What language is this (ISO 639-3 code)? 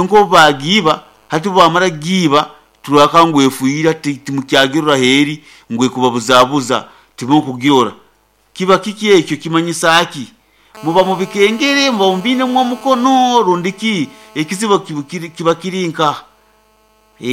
nyn